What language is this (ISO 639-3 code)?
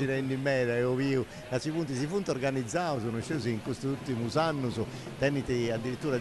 srd